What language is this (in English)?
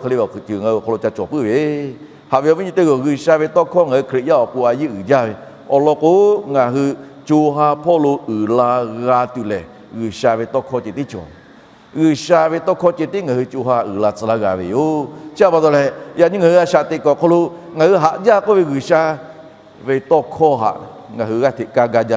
Lahu